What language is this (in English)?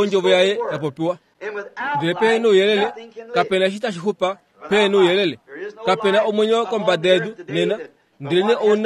Kuanyama